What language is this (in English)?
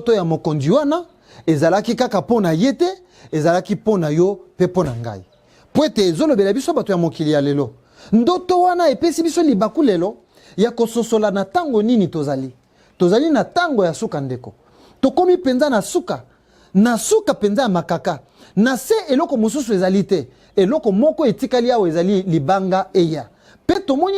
Lingala